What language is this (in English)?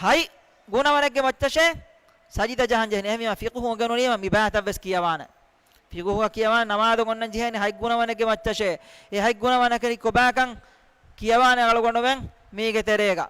Divehi